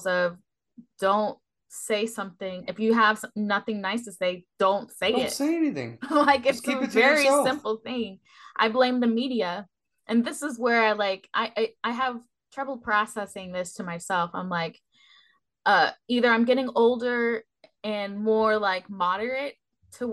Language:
English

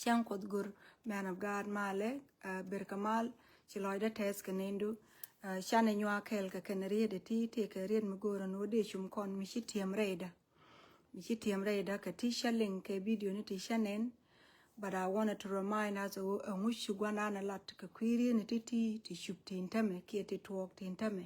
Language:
Nuer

